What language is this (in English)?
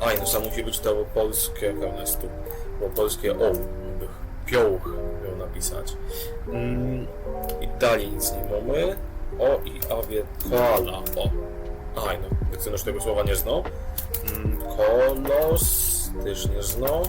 Silesian